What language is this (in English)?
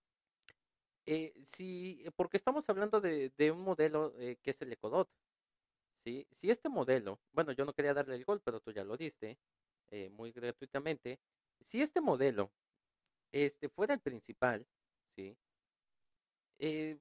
Spanish